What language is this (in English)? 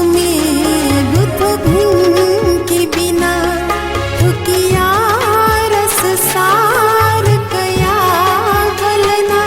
Newari